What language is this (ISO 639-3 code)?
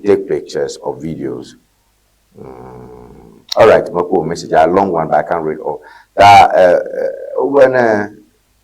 ewe